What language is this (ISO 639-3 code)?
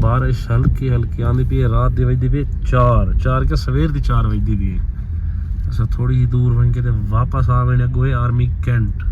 skr